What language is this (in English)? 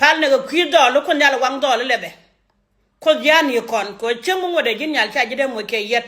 Nuer